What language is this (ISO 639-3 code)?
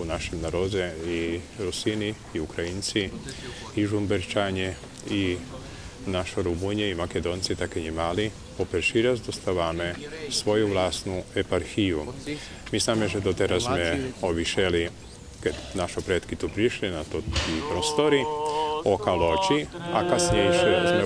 rue